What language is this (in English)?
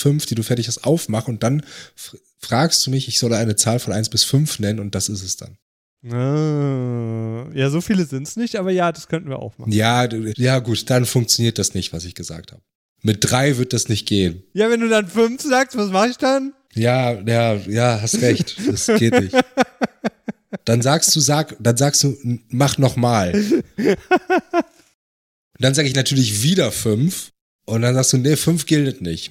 German